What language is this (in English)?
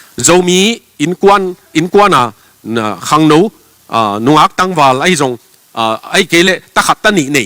Tedim Chin